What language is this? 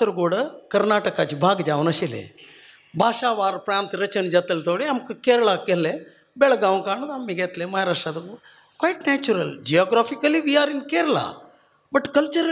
Konkani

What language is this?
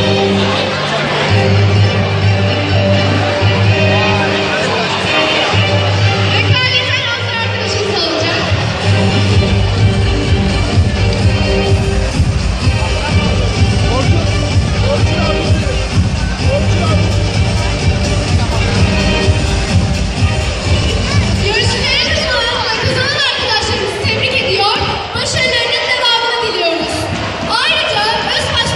Turkish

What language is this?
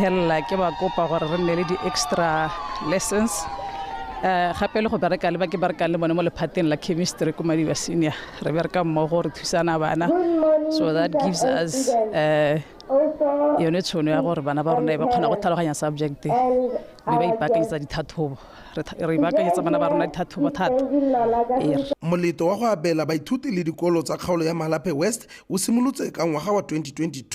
Tswana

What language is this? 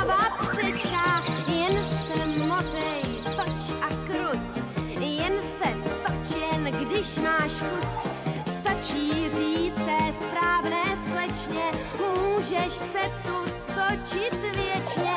Czech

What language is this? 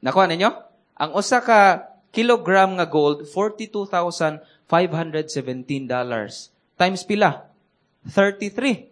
Cebuano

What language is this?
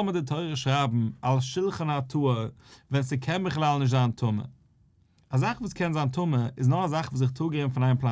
Yiddish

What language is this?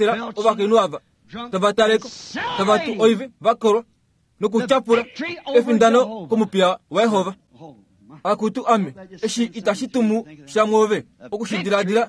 Kuanyama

